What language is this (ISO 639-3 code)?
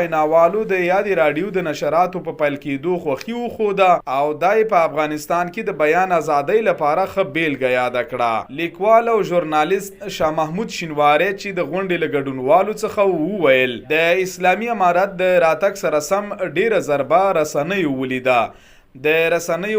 pus